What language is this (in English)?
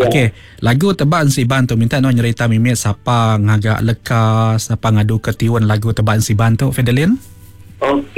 Iban